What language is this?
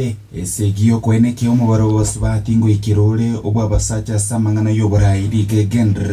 Gusii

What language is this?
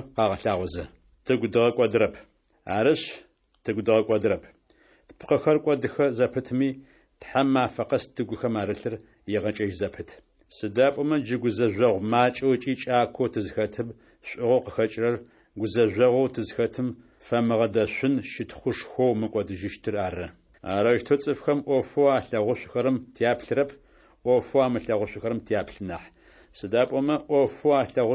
Adyghe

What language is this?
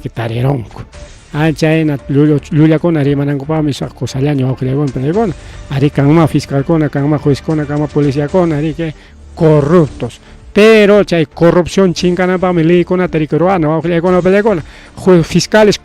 Ayacucho Quechua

